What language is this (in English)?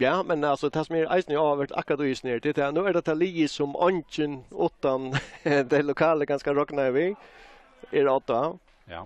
Faroese